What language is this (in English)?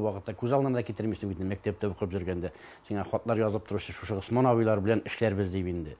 Tatar